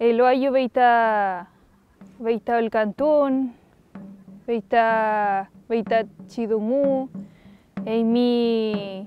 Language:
Mapuche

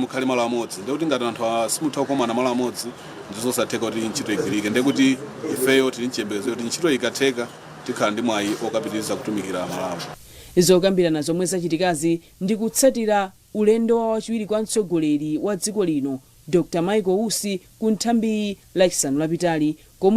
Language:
Nyanja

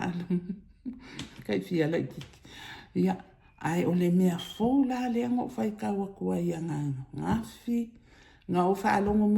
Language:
Samoan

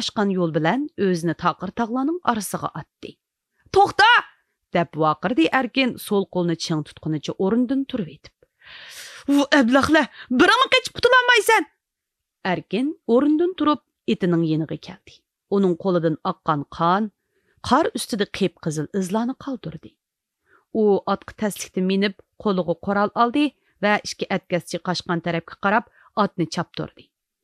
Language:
Uyghur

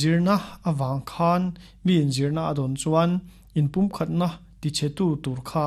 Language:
Mizo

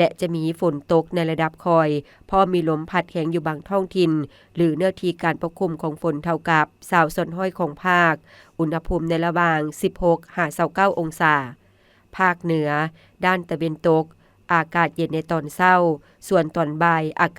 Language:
Lao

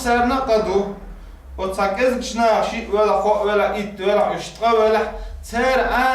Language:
Chechen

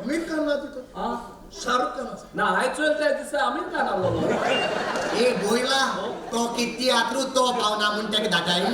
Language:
Konkani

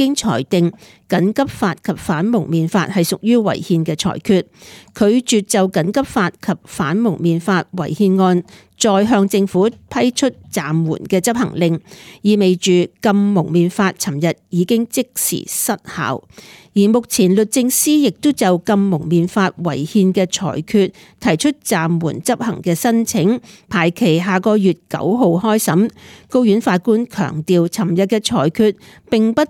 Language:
Cantonese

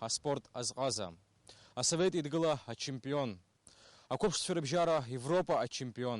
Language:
Abkhazian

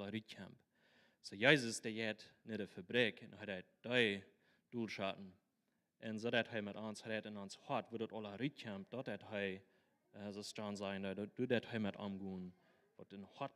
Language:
Plautdietsch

